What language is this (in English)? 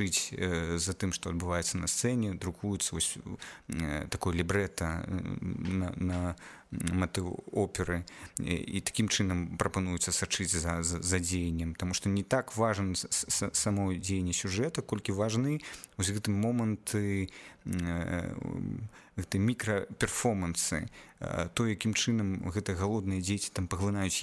Belarusian